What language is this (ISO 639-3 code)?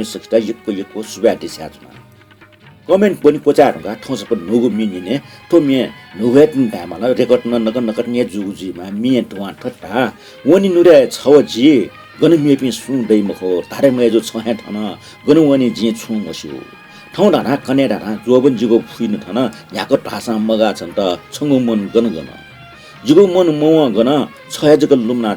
new